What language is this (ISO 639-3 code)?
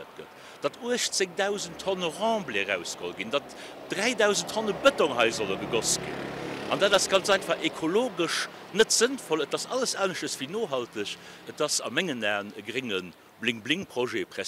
ltz